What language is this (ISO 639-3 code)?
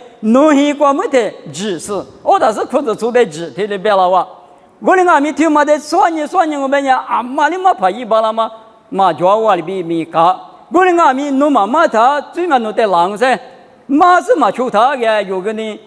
lis